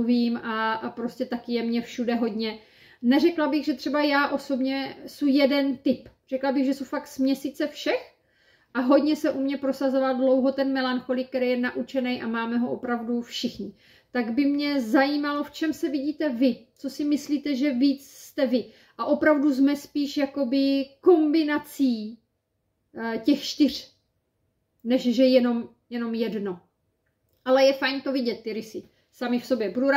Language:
Czech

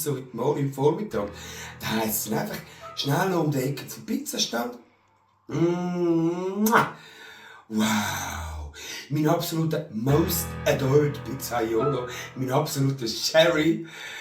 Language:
Swiss German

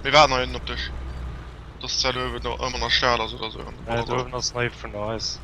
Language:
Luxembourgish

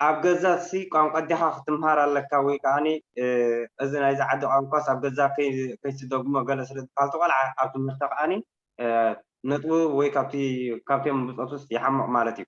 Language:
Tigrinya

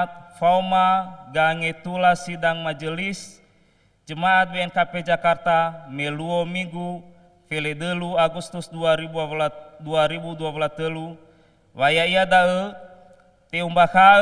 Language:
Nias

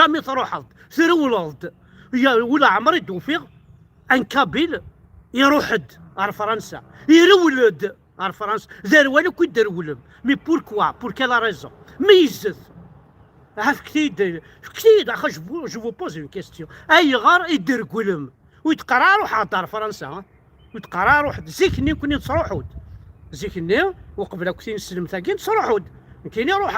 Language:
Kabyle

